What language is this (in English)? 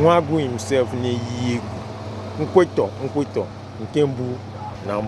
Igbo